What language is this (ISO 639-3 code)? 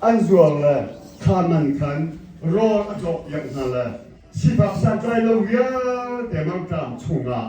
cnh